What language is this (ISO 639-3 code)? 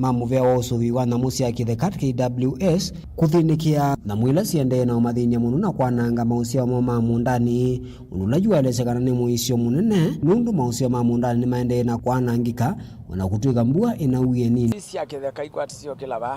kam